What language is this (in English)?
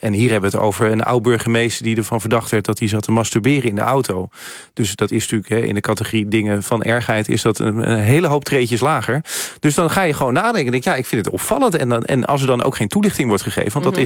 Dutch